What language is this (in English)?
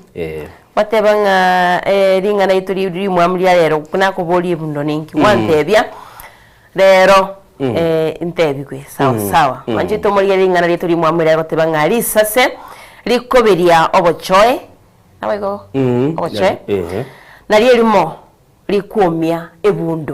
Gusii